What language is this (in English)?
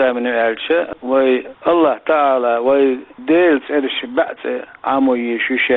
Chechen